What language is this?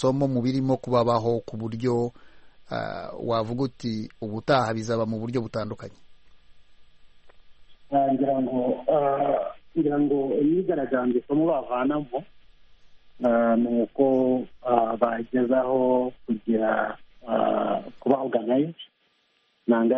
Kinyarwanda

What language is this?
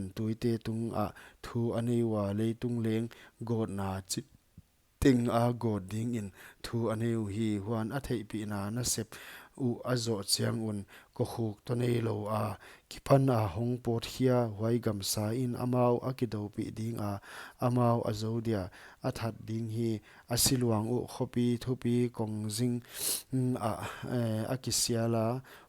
Paite Chin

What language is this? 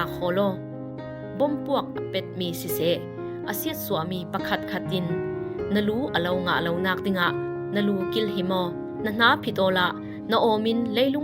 Falam Chin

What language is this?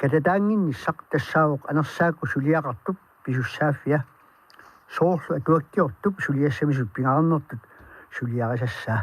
Kalaallisut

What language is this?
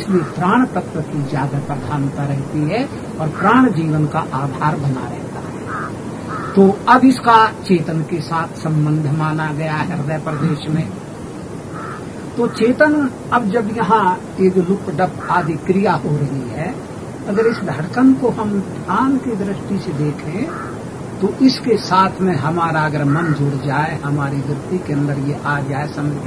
Hindi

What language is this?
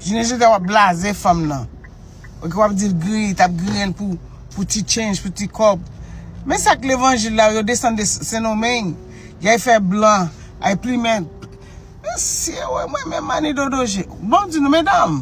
Haitian Creole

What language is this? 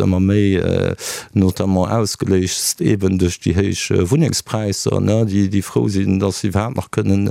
Luxembourgish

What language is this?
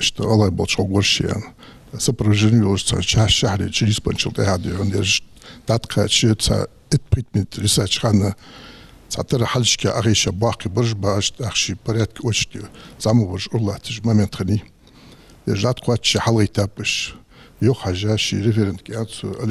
Ingush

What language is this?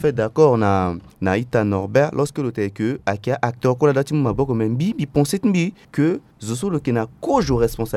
Sango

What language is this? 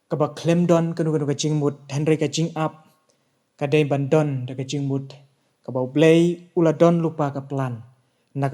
Khasi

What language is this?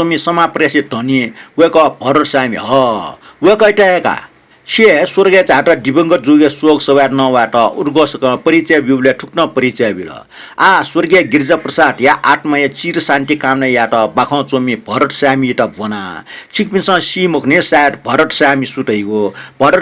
Newari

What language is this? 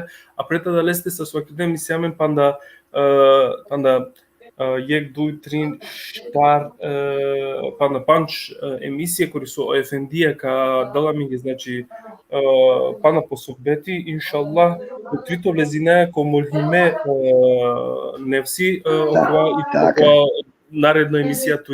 Balkan Romani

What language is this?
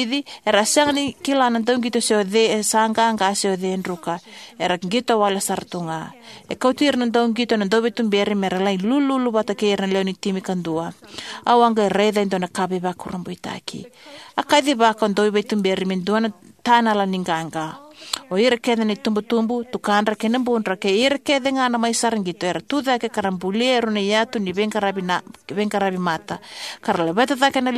Fijian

